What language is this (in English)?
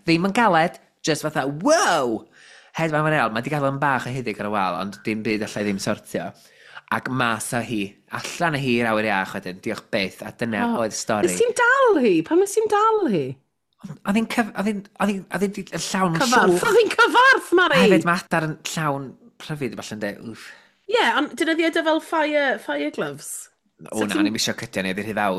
Welsh